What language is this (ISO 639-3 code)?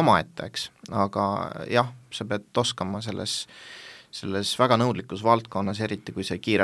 est